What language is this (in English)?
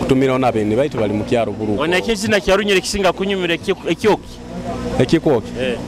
Nyoro